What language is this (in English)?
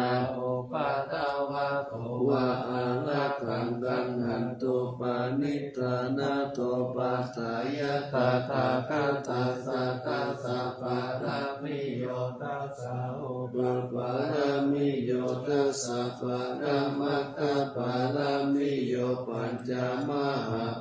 Pali